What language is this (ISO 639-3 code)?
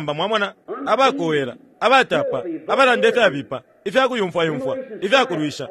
bem